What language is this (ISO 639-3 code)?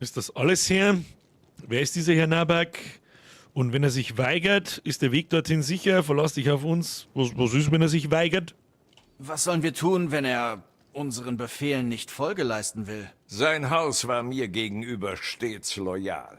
bar